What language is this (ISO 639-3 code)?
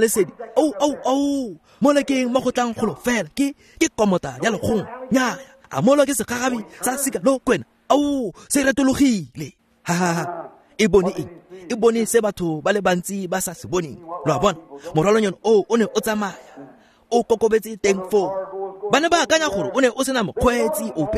tsn